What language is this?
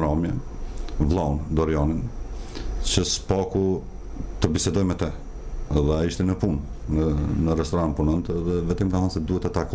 Albanian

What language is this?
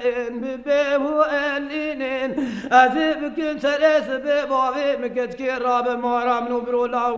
Kurdish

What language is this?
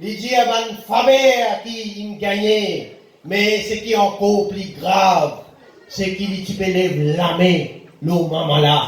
Morisyen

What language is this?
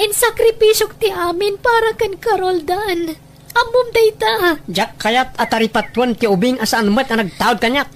Iloko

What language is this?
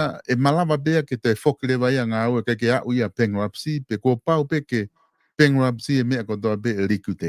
Tongan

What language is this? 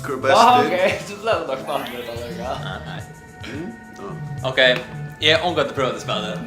Faroese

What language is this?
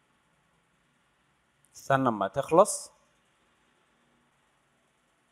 Egyptian Arabic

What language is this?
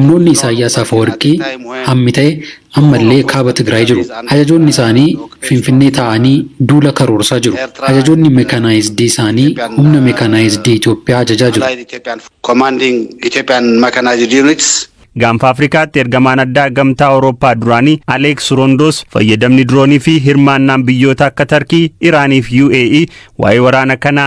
Oromo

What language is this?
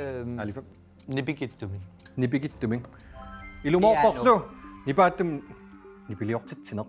Kalaallisut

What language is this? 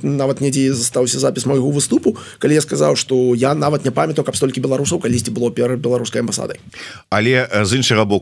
Belarusian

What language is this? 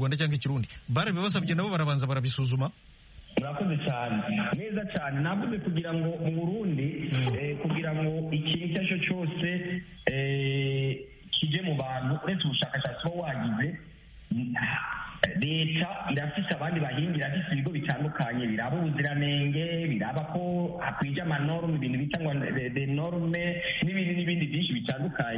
Kinyarwanda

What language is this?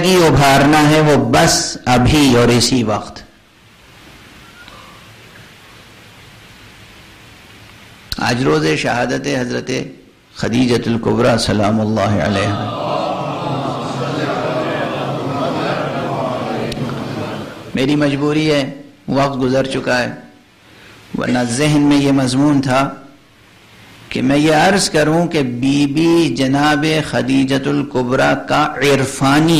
Urdu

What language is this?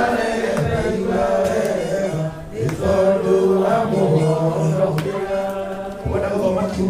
Kikuyu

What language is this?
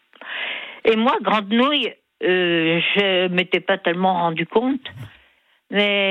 French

